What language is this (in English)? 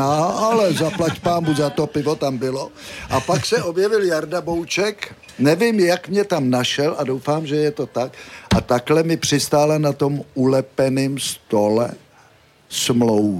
Czech